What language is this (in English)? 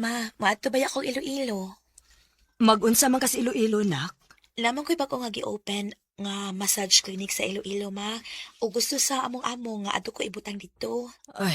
Cebuano